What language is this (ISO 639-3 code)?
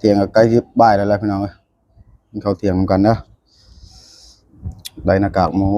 lao